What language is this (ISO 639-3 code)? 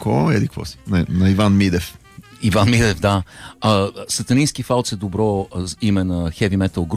bul